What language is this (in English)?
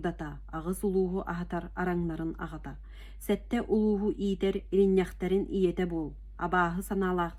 Yakut